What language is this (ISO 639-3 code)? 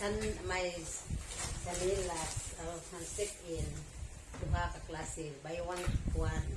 ceb